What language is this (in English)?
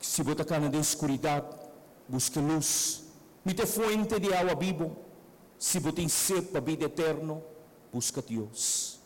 Papiamento